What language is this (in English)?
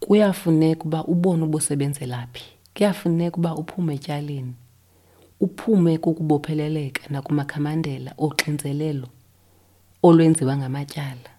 Xhosa